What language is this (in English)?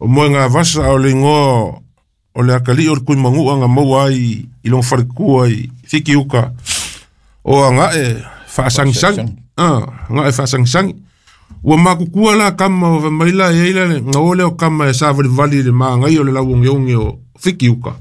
Samoan